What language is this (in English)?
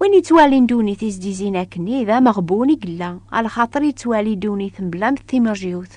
Kabyle